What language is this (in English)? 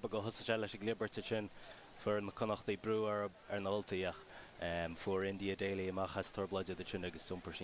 Irish